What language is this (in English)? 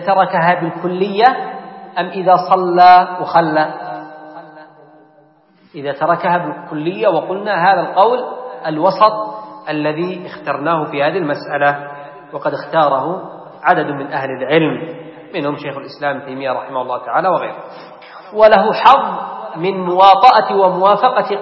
Arabic